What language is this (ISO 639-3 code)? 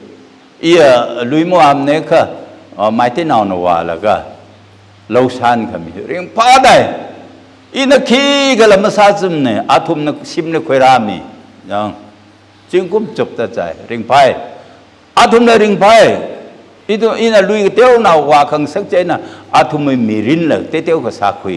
nmf